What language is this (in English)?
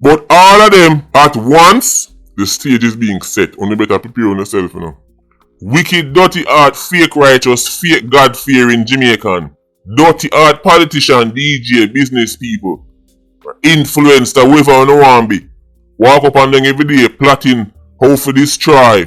Jamaican Creole English